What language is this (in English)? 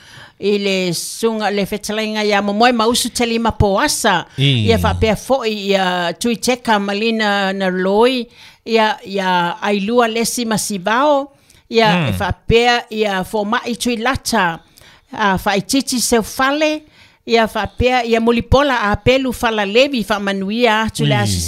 Samoan